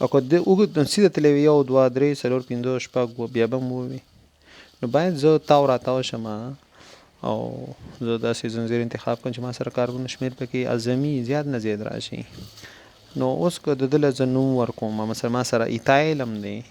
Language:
Pashto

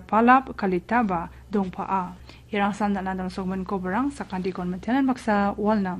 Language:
Garo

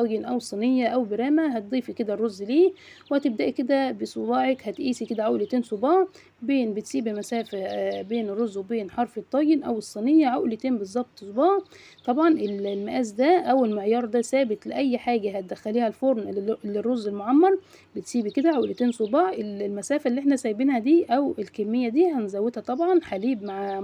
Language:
Egyptian Arabic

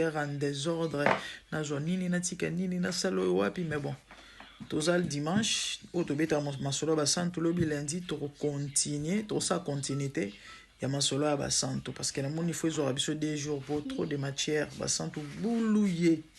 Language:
Lingala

